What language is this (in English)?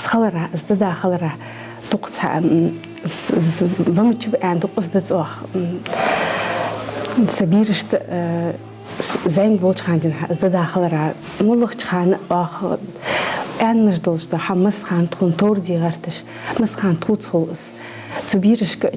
Ingush